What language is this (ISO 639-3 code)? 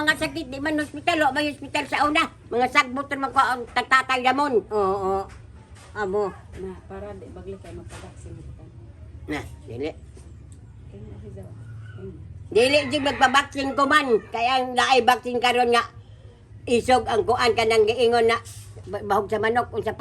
ceb